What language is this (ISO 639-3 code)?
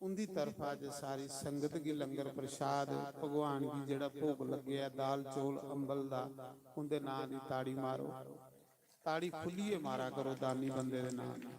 doi